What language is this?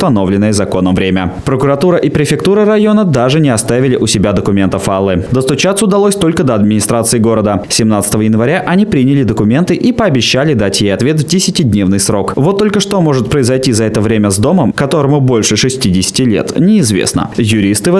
Russian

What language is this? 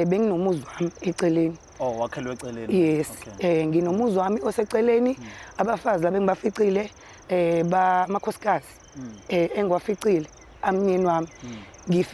Zulu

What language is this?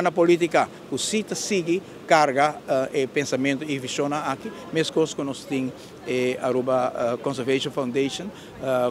Papiamento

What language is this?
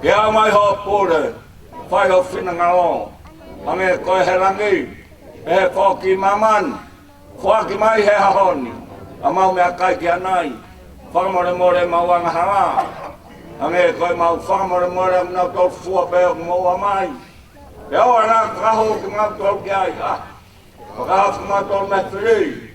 Tongan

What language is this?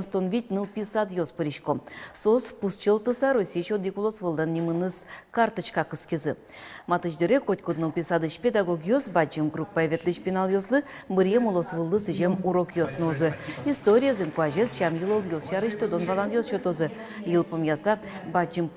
Udmurt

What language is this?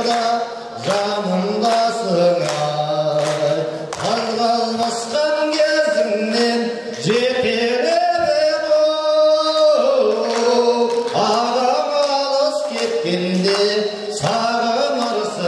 Kazakh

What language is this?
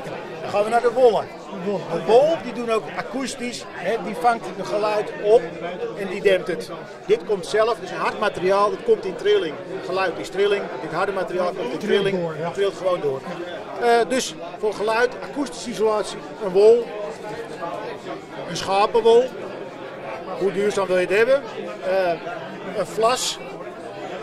Dutch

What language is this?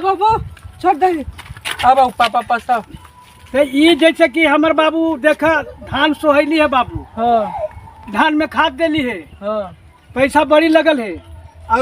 Magahi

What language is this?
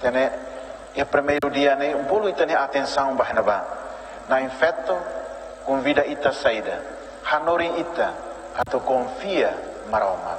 Tetum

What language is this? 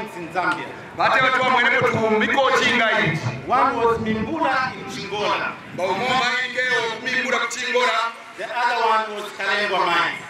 Kaonde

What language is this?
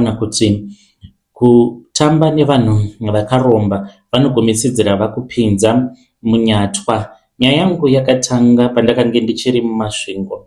Shona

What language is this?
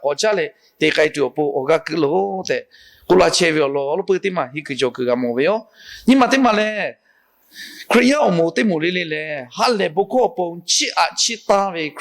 Lahu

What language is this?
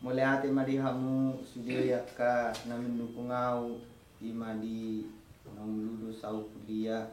Batak Toba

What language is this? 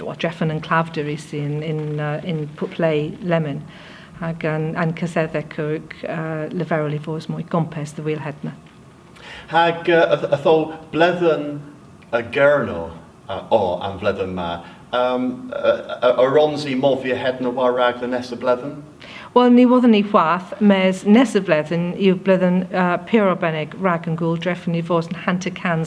Cornish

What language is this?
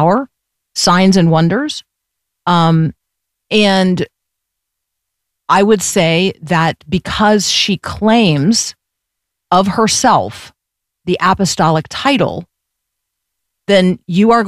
English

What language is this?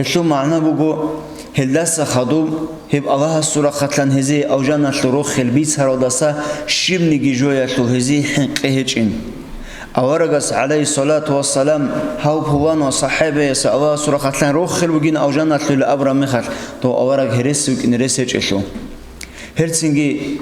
Avaric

